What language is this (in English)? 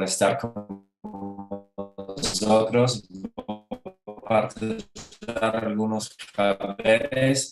Ladino